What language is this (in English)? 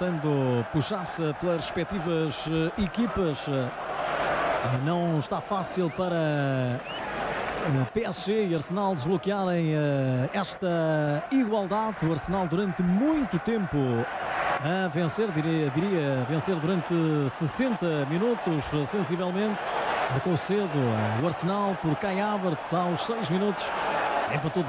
Portuguese